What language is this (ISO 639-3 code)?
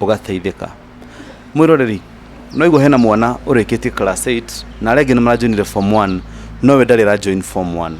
kik